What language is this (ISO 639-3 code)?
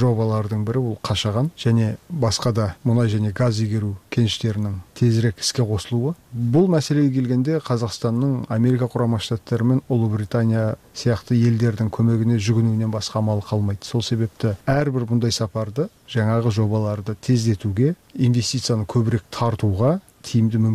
kir